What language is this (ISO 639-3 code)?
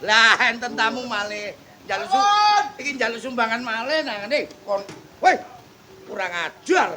jav